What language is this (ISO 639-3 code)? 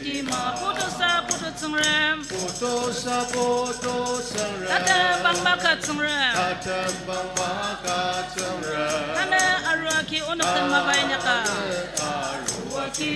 njo